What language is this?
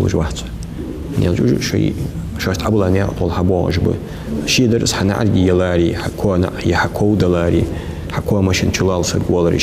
Ingush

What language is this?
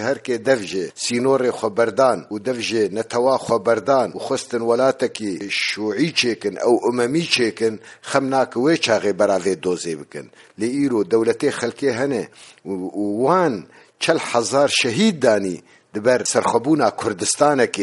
Kurdish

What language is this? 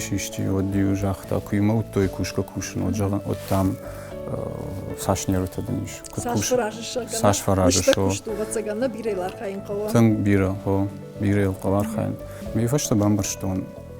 Ossetic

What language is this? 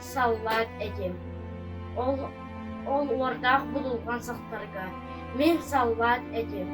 Yakut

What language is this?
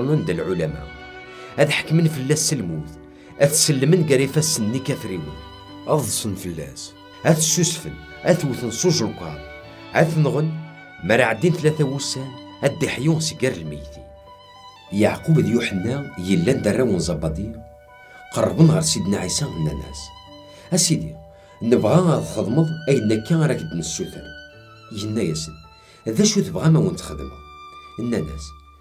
Kabyle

